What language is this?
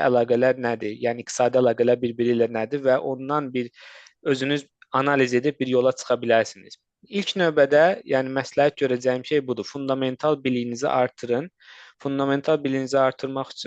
Azerbaijani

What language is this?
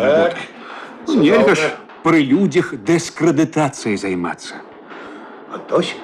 Belarusian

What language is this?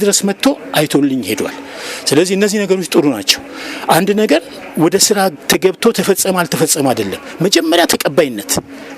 Amharic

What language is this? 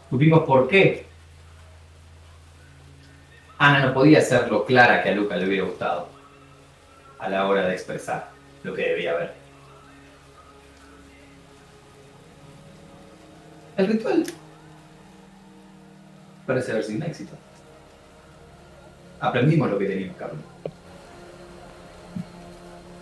Spanish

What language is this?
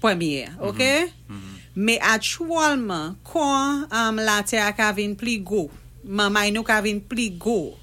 Saint Lucian Creole French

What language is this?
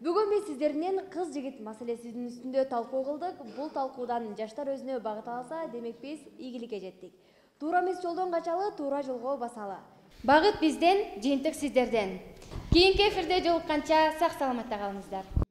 Kyrgyz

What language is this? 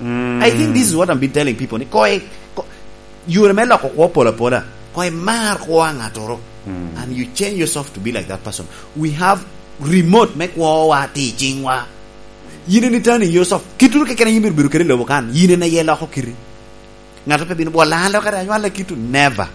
Lango (Uganda)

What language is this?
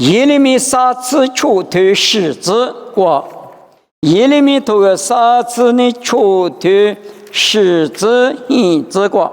Lisu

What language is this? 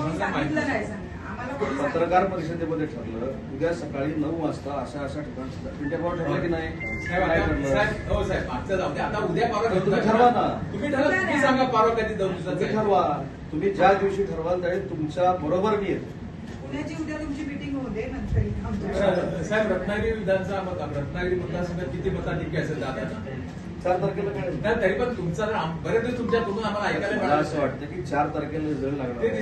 Marathi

